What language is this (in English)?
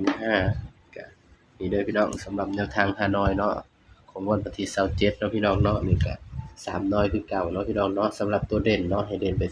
Northeastern Thai